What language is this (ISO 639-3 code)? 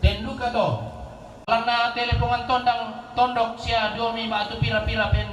sda